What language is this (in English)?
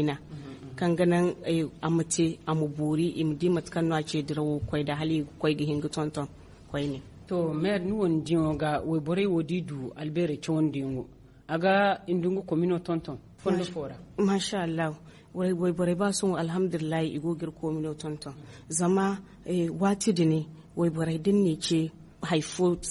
Zarma